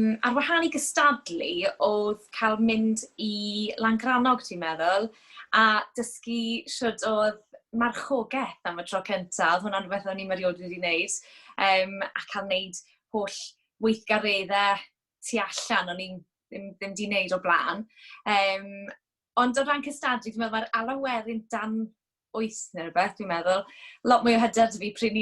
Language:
Welsh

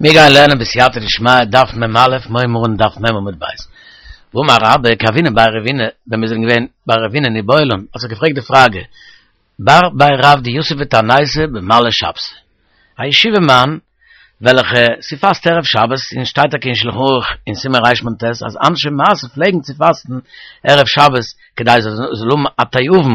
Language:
Yiddish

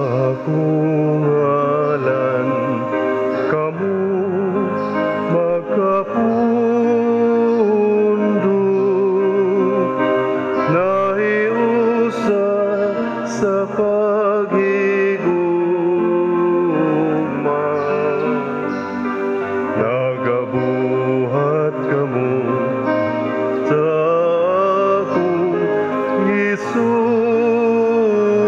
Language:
Cebuano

